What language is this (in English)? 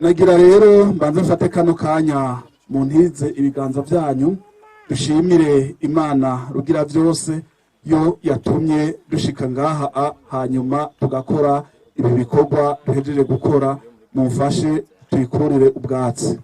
Rundi